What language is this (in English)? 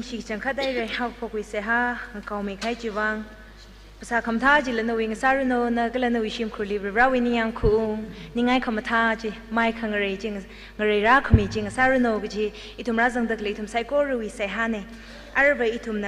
Tangkhul Naga (India)